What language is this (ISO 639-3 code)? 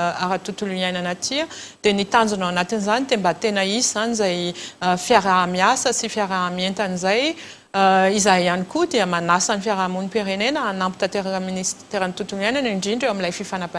mlg